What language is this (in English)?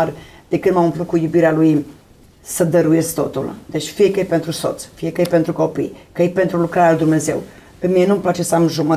Romanian